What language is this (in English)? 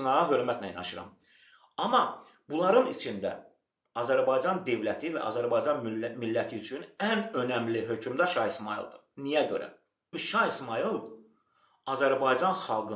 Azerbaijani